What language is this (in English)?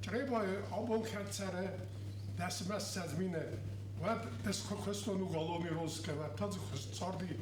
Ossetic